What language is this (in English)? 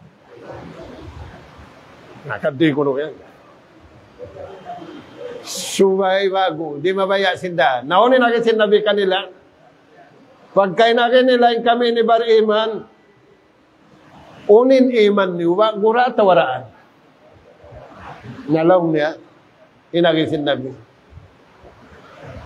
Tausug